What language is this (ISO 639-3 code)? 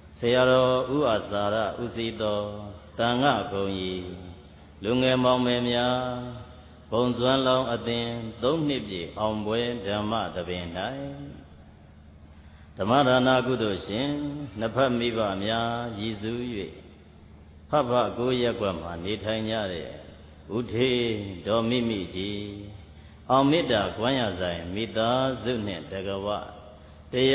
mya